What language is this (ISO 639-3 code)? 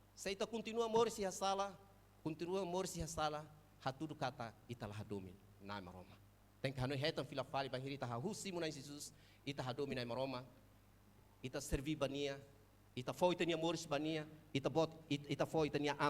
tet